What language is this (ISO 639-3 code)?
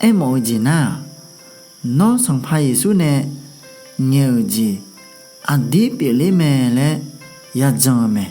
ahk